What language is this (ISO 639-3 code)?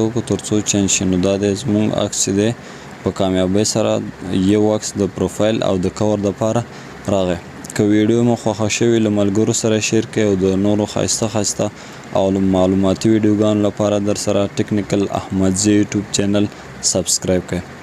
pus